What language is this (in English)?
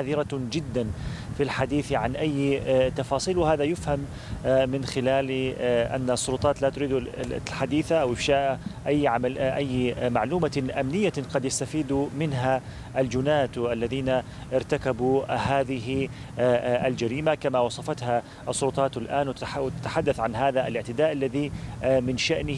Arabic